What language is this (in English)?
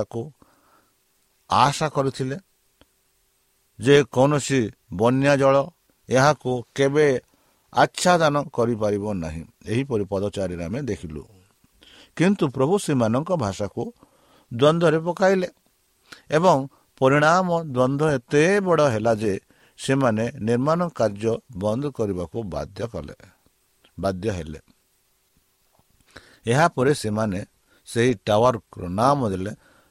Odia